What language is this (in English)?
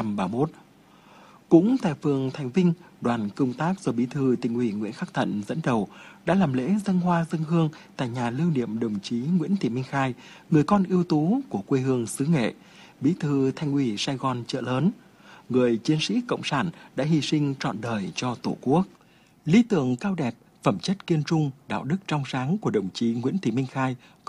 Vietnamese